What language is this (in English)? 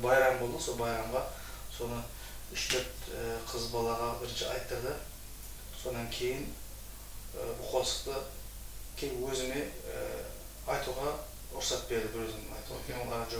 Kara-Kalpak